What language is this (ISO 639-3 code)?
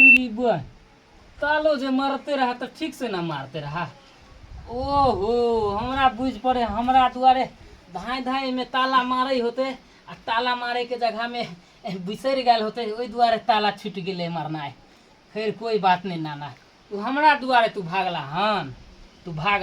mai